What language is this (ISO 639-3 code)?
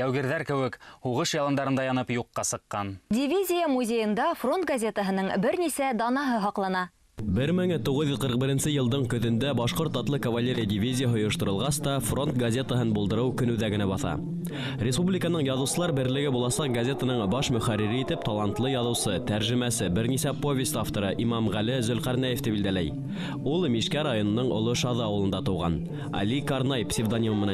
bak